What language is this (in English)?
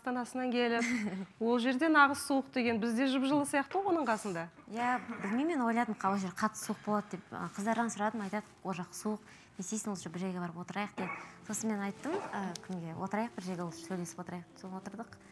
Kazakh